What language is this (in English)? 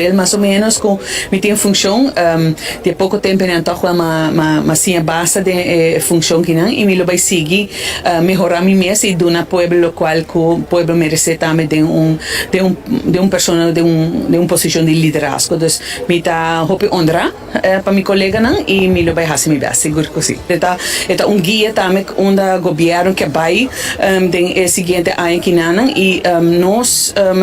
Papiamento